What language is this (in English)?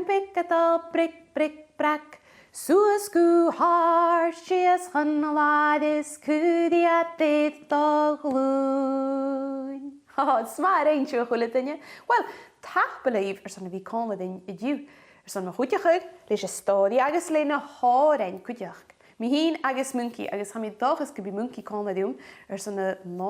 Scottish Gaelic